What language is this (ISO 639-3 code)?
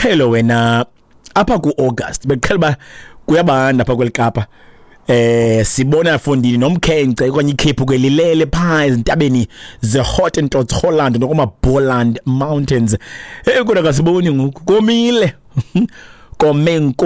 xho